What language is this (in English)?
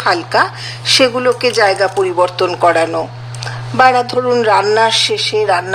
Bangla